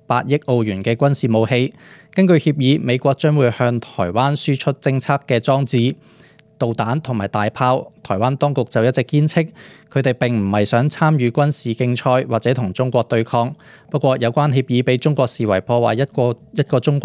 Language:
Cantonese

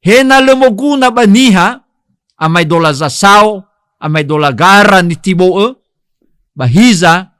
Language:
Nias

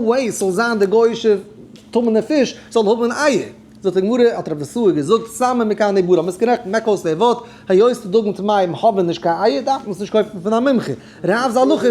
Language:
Yiddish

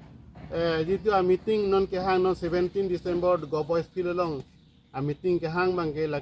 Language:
Karbi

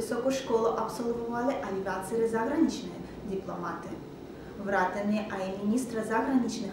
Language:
Slovak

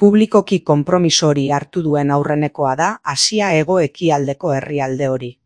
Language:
Basque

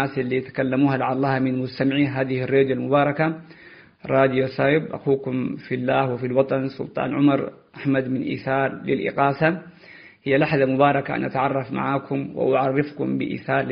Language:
Tigre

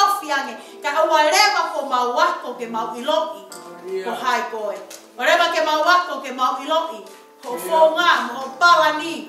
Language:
Tongan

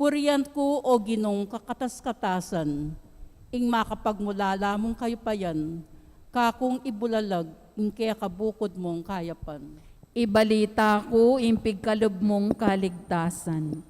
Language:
Pampanga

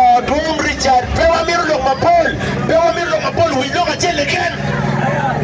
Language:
Acoli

